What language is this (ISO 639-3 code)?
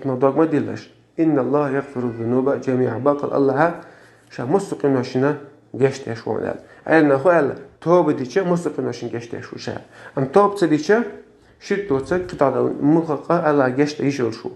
che